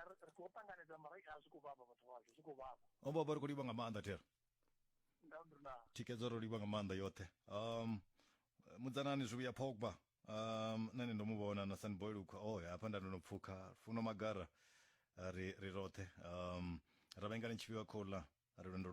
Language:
Venda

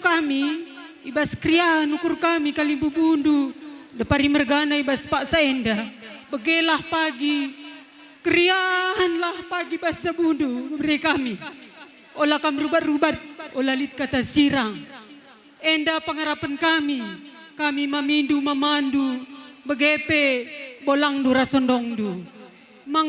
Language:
Batak Karo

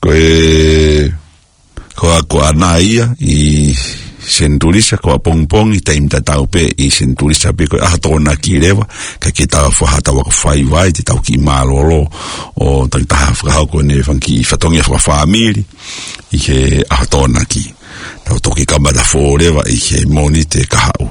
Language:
Tongan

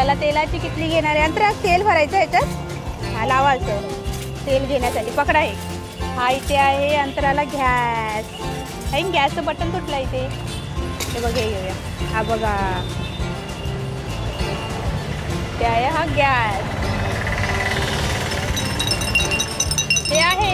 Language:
Marathi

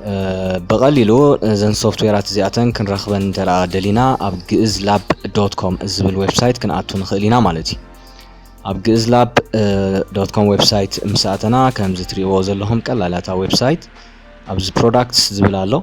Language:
Tigrinya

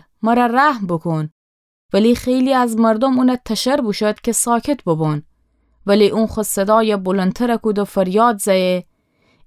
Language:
Gilaki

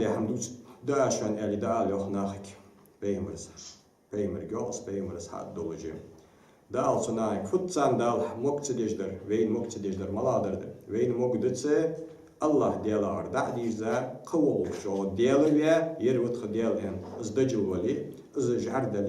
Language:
Ingush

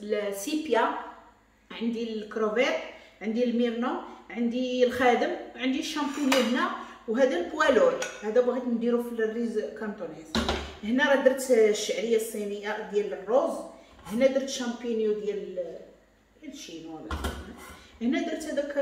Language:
Moroccan Arabic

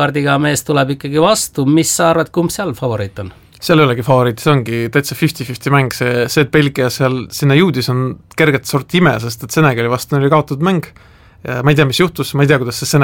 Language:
Estonian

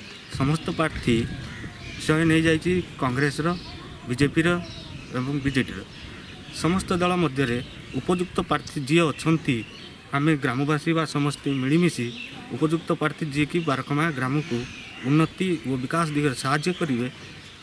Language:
Odia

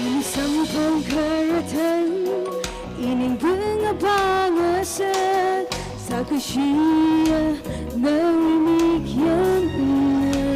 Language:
Tangkhul Naga (India)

